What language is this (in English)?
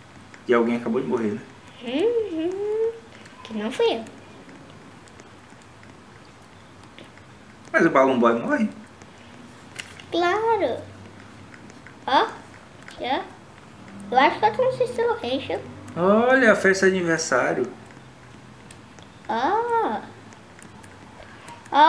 Portuguese